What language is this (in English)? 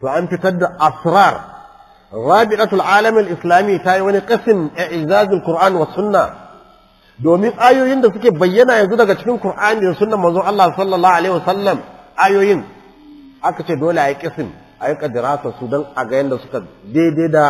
Hausa